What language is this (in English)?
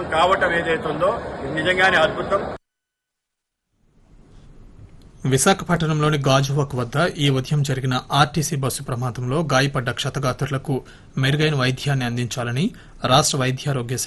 Telugu